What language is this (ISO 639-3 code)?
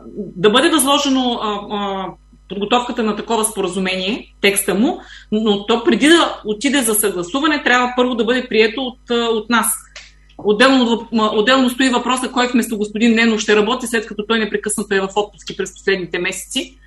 bul